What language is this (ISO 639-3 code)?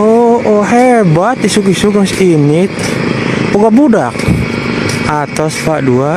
sun